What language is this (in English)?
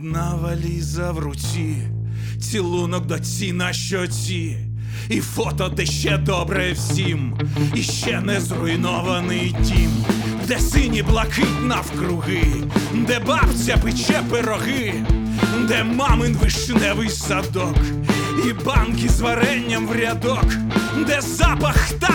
Ukrainian